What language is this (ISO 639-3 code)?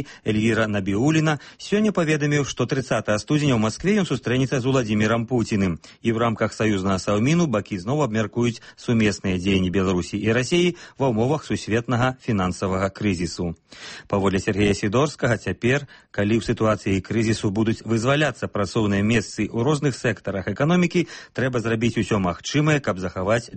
bel